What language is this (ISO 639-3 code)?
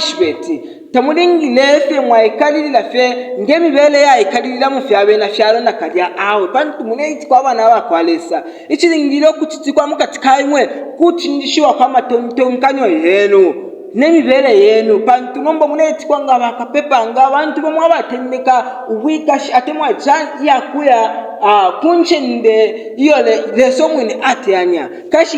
bem